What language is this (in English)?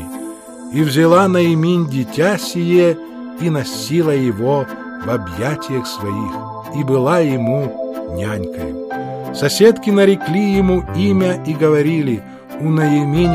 Russian